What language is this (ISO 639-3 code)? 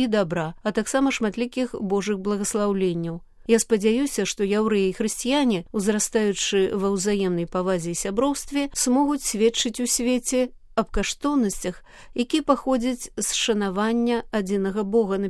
bel